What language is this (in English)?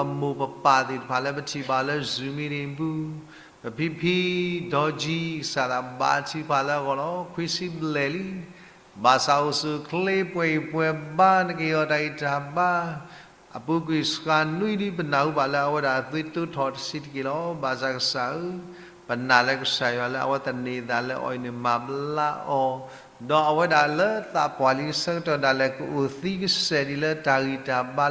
S'gaw Karen